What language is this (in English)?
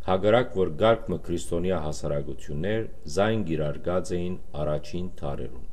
Western Armenian